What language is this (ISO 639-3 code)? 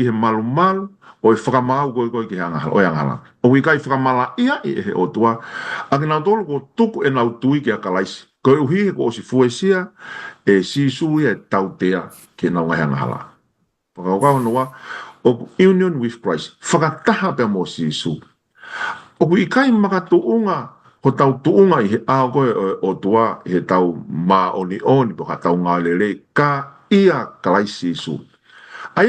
ton